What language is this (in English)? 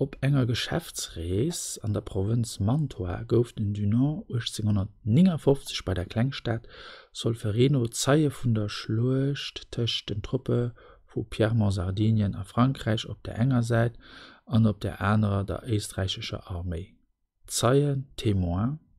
Luxembourgish